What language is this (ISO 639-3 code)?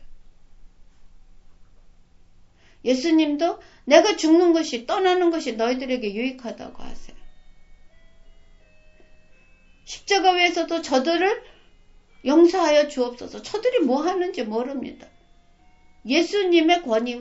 kor